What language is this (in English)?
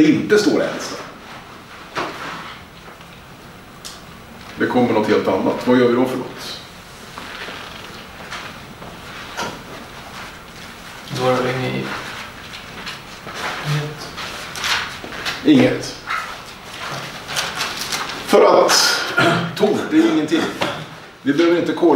Swedish